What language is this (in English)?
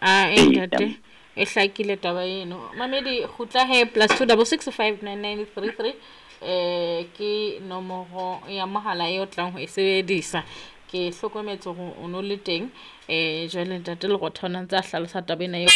Southern Sotho